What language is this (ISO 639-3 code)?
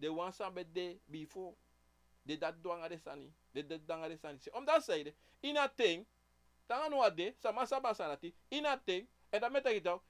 srn